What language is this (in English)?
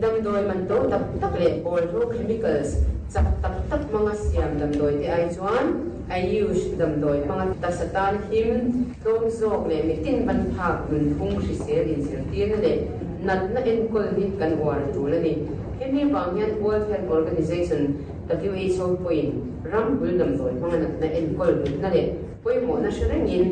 Mizo